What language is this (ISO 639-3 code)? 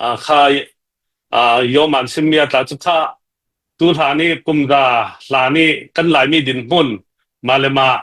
cnh